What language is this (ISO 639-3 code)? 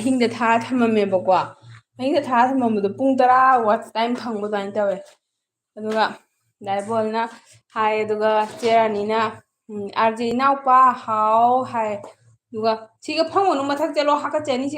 mni